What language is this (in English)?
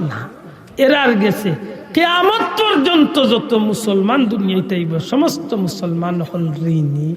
Sylheti